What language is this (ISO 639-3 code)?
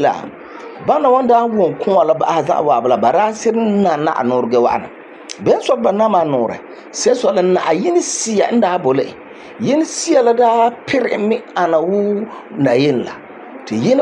gur